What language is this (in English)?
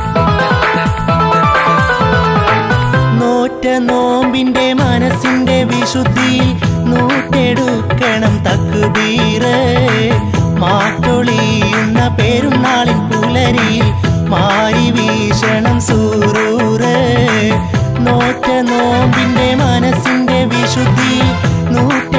Malayalam